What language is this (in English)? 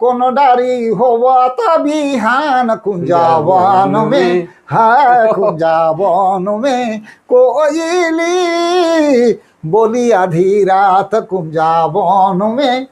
Sadri